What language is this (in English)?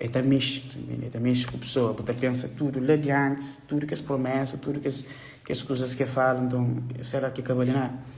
Kabuverdianu